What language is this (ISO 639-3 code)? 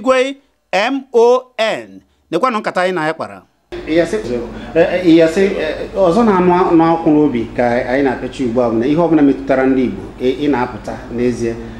ibo